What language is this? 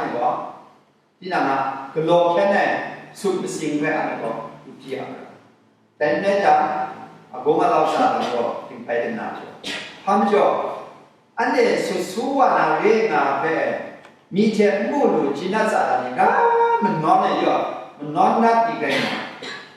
Kachin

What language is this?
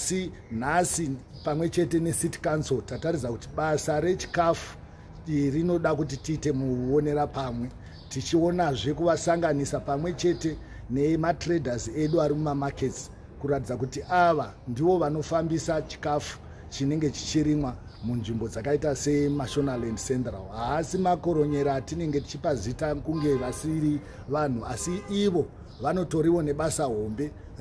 Shona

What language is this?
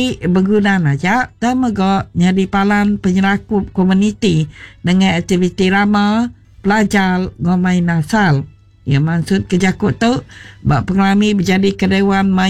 Iban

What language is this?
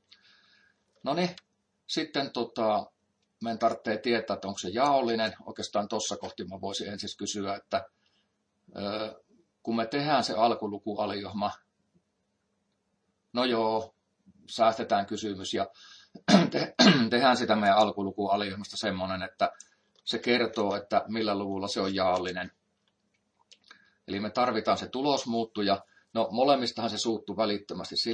Finnish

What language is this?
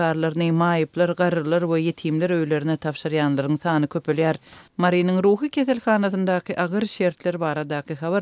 Turkmen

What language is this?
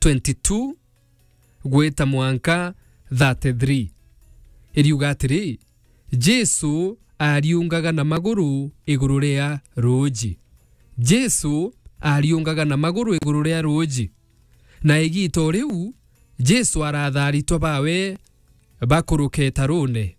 Meru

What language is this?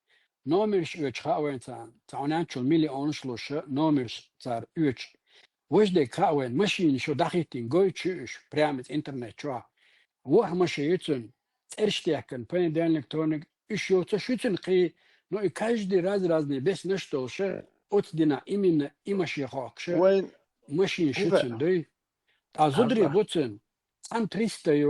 Chechen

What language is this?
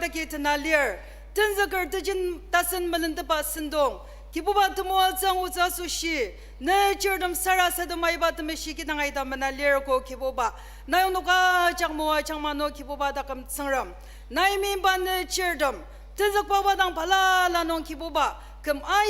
Ao Naga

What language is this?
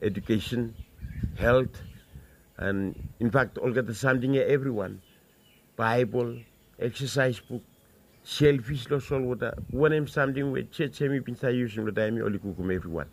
Bislama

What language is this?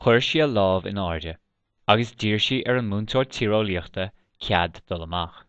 Irish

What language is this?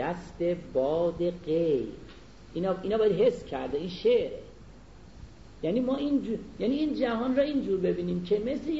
Persian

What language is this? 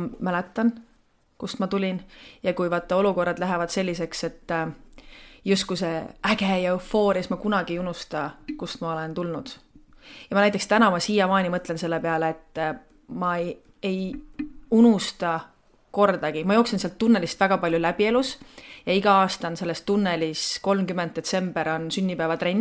Estonian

